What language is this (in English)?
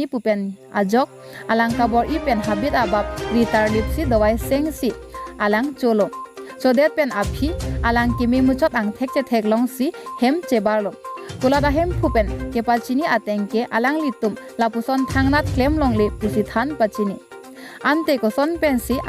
Karbi